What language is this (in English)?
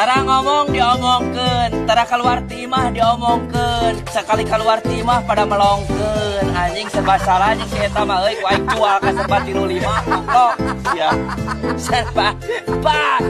Sundanese